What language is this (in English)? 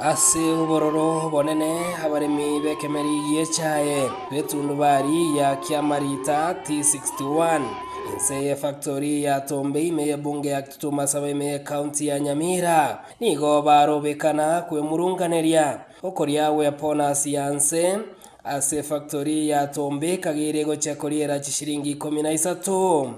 Gusii